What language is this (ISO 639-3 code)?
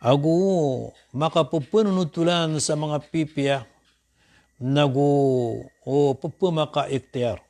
mrw